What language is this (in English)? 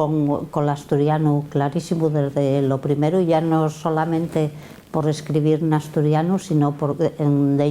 Asturian